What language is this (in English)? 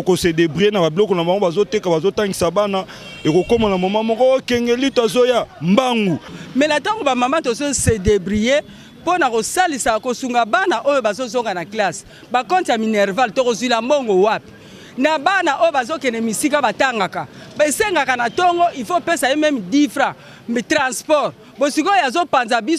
Lingala